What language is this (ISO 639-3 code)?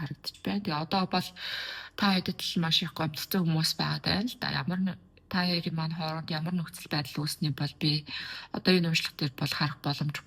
mon